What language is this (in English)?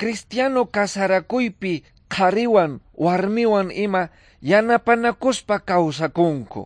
Quechua